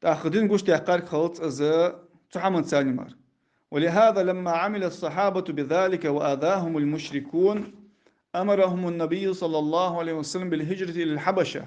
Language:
Ingush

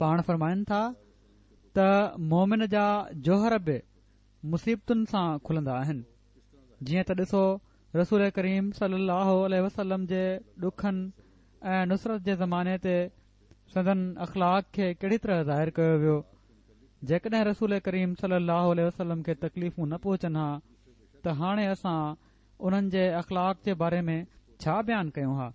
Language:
Sindhi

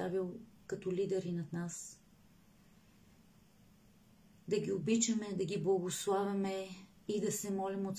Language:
Bulgarian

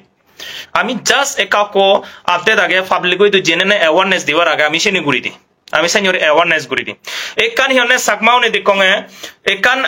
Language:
Chakma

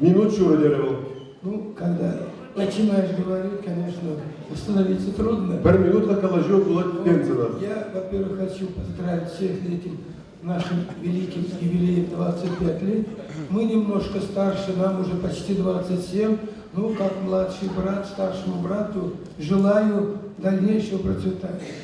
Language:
Chuvash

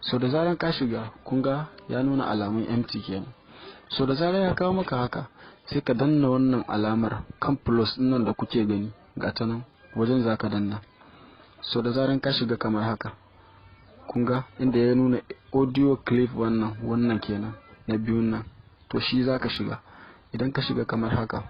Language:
Hausa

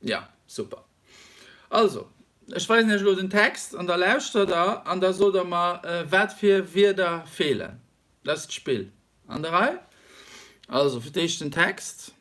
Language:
Luxembourgish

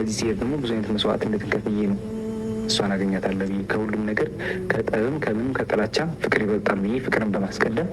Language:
Amharic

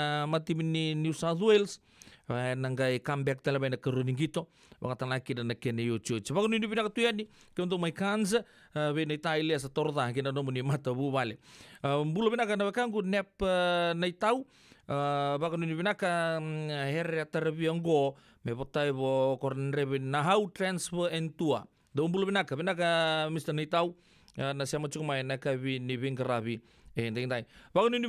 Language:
Fijian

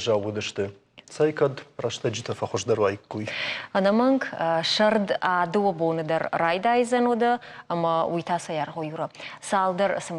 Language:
Ossetic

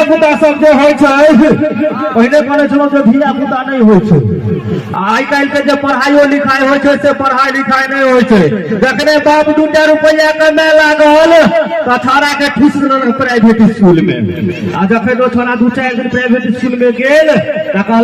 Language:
Maithili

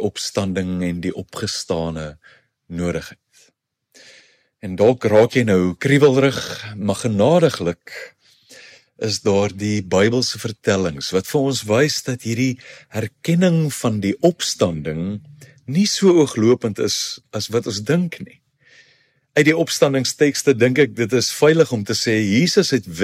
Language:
Afrikaans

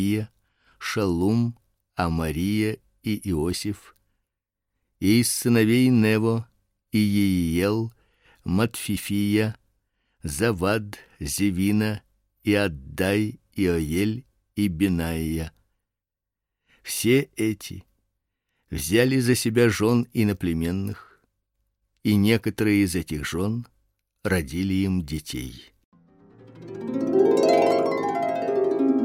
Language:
Russian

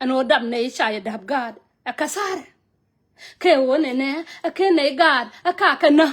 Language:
Nuer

